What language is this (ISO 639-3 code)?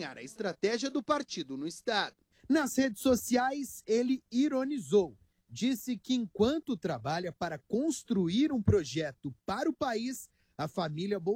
por